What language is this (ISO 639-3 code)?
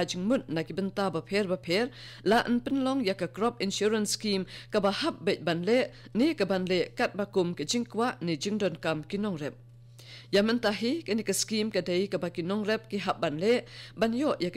kha